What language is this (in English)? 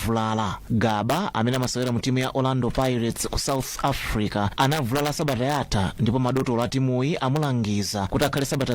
Nyanja